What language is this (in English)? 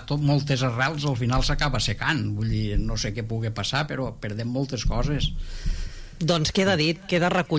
Catalan